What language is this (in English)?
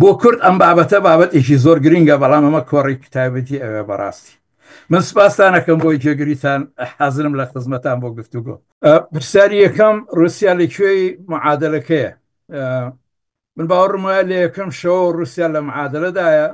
Central Kurdish